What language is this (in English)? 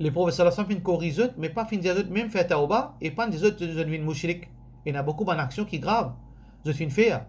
Morisyen